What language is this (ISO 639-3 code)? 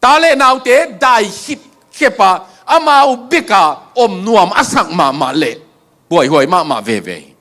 ctd